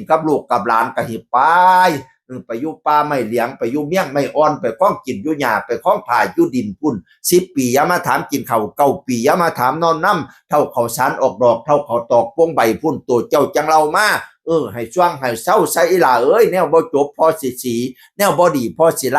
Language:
Northeastern Thai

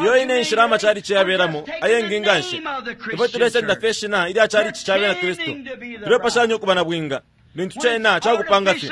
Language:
Bemba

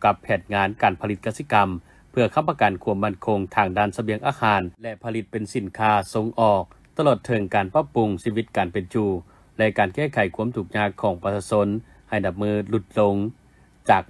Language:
Lao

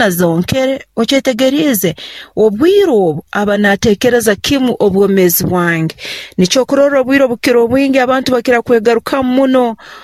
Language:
Nyoro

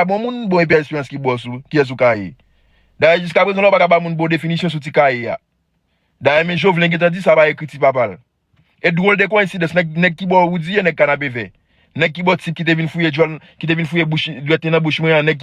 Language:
Haitian Creole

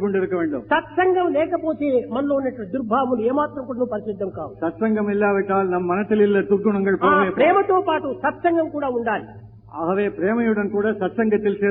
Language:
Tamil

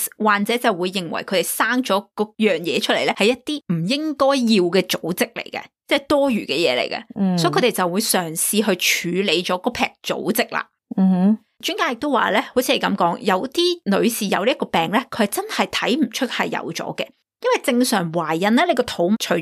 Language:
Cantonese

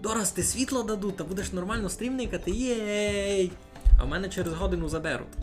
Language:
Rusyn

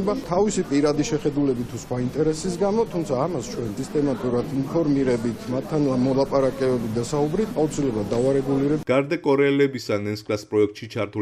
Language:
Georgian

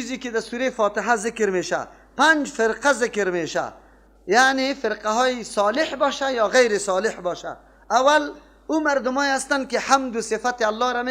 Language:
Persian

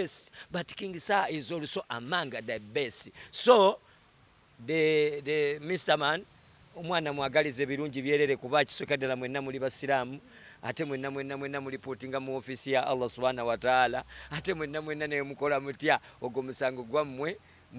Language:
Ganda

